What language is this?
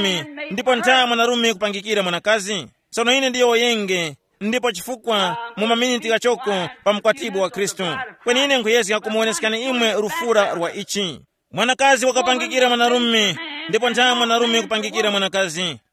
Tumbuka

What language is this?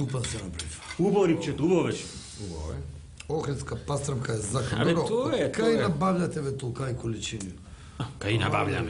Macedonian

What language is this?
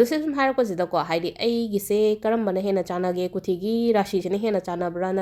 Manipuri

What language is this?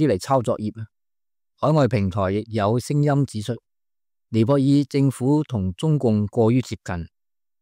Cantonese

